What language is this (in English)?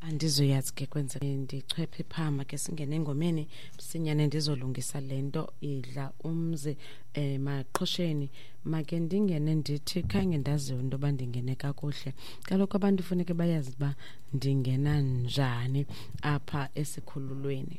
Xhosa